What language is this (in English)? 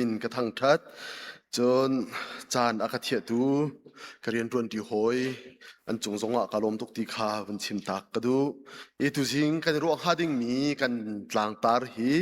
Hakha Chin